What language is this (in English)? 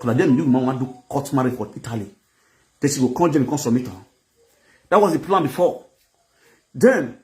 Nigerian Pidgin